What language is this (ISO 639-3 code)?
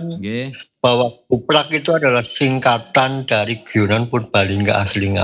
ind